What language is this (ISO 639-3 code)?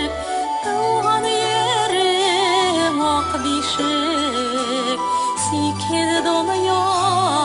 bak